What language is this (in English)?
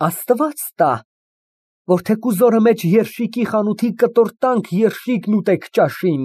Armenian